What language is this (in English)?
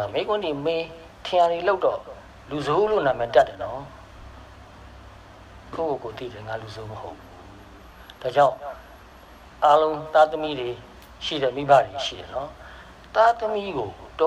Burmese